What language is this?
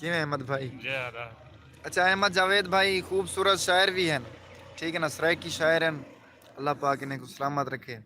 Saraiki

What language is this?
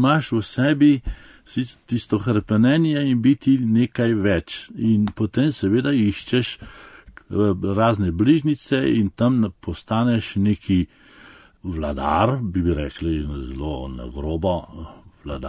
Slovenian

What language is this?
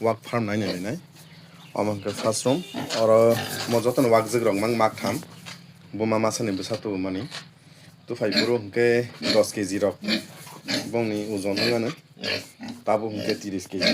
Kok Borok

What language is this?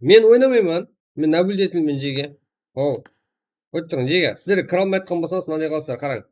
Kara-Kalpak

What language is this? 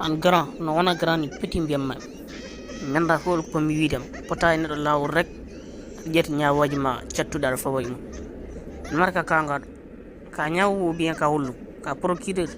Fula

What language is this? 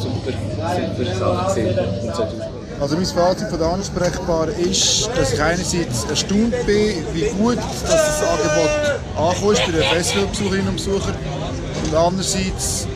Swiss German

